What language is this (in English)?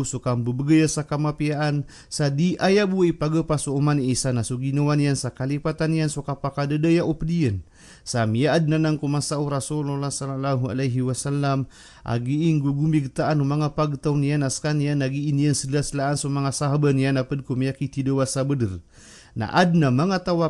Maranao